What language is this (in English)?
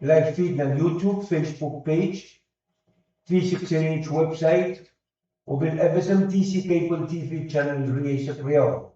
Pohnpeian